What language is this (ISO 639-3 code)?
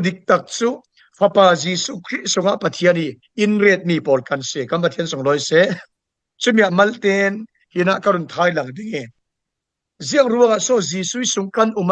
cfm